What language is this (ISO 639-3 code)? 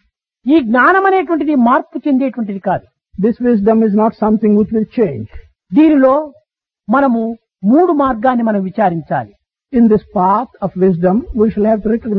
tel